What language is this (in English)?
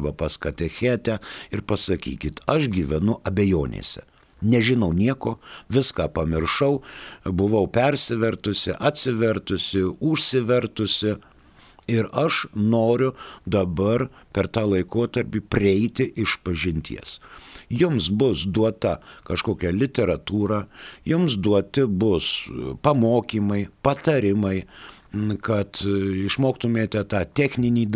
Lithuanian